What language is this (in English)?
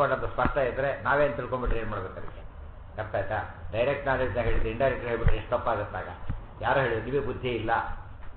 Kannada